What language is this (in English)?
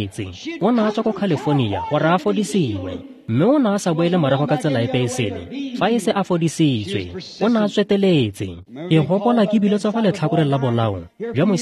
Tswana